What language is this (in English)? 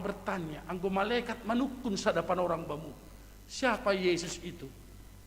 Batak Simalungun